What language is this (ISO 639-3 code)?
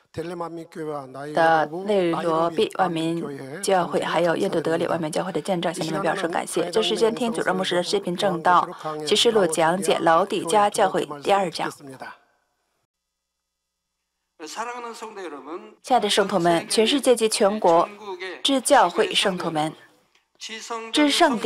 zho